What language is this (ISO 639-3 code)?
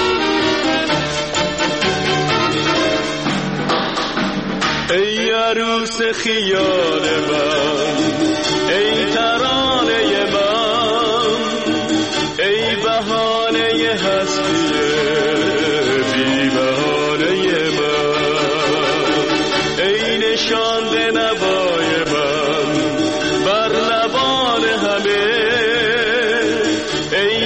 fas